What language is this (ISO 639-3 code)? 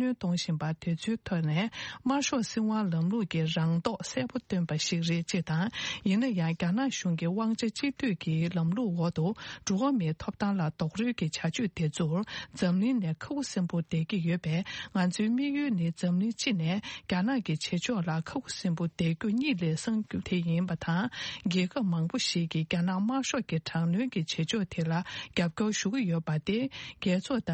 bod